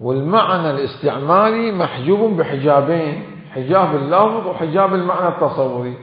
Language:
Mesopotamian Arabic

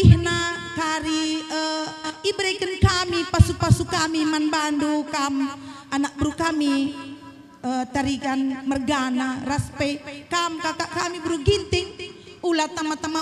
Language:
Batak Karo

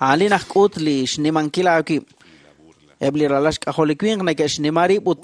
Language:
Kekchí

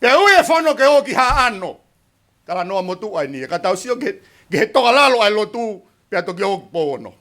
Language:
Tongan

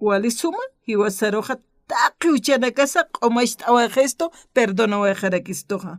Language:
Aymara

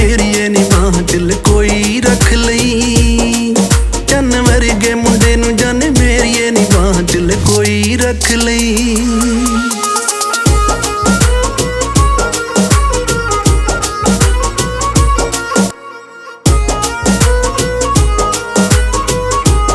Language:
Punjabi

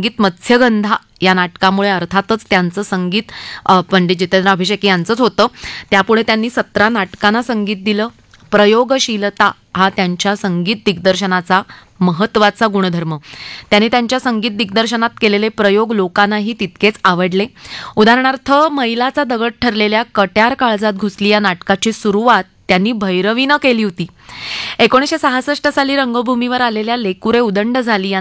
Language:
Marathi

